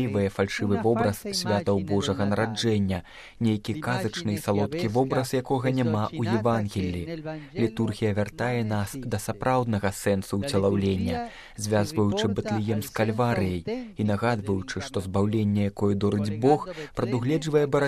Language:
Belarusian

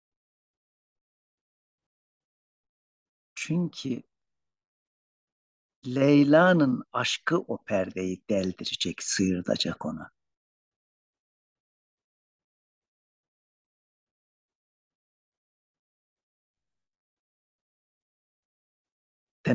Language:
Turkish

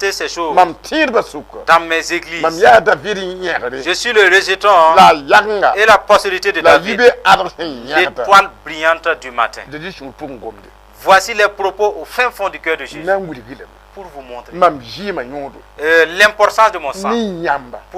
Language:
Mossi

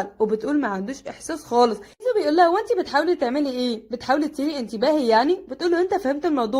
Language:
Egyptian Arabic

